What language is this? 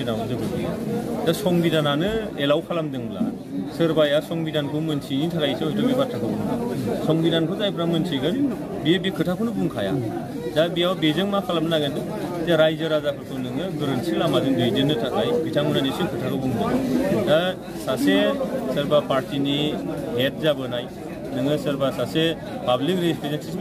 Bodo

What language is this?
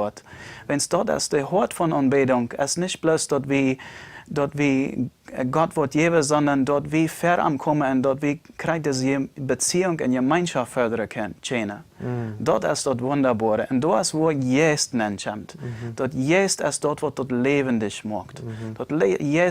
Plautdietsch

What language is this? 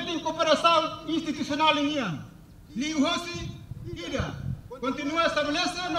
Tetum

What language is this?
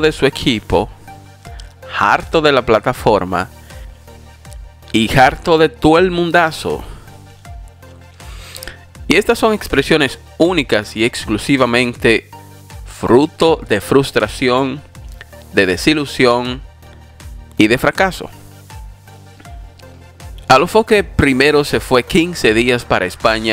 Spanish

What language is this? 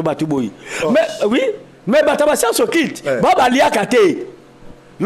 Lingala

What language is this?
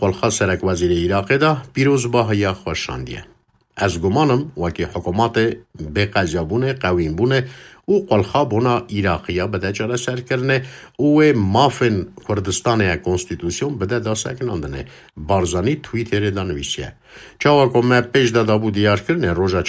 Kurdish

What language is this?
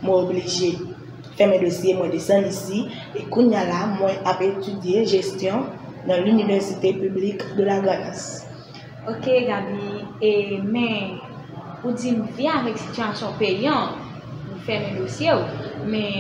Haitian Creole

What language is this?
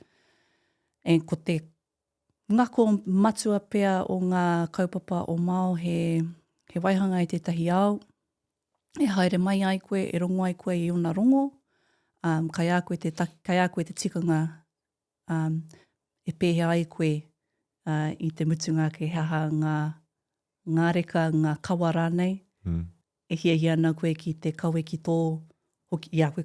Māori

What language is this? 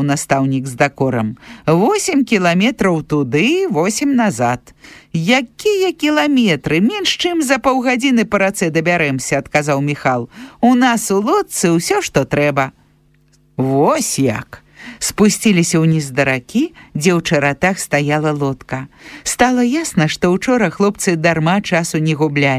Belarusian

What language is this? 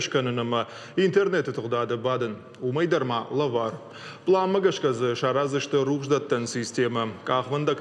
Ossetic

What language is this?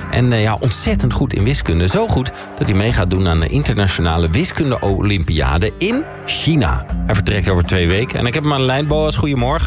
Dutch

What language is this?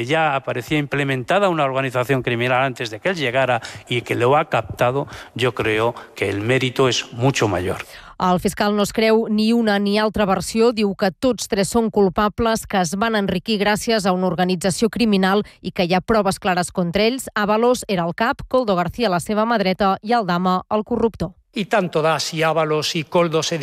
Catalan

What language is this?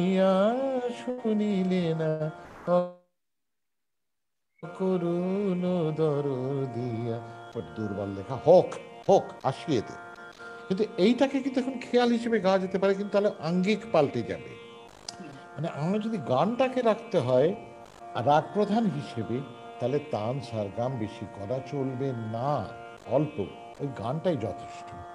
Bangla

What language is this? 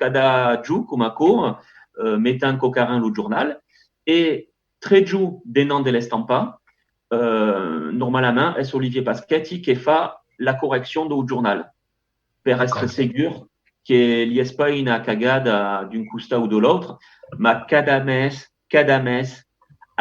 Occitan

